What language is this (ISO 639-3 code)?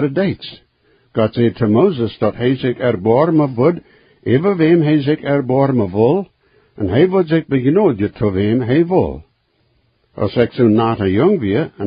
pdt